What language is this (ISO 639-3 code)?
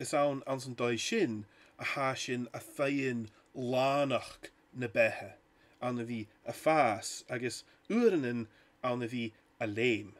gla